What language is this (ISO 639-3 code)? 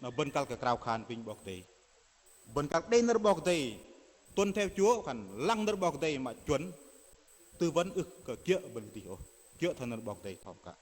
bdq